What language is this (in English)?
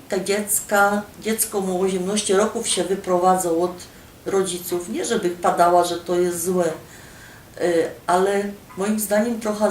Silesian